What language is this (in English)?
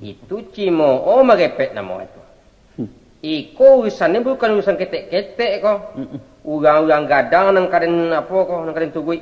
Minangkabau